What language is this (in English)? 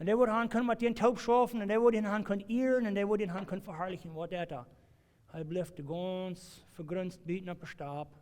Plautdietsch